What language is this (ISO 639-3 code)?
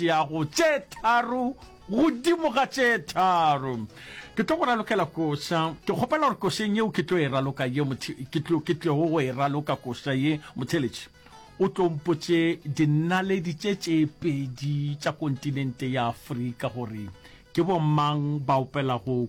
nso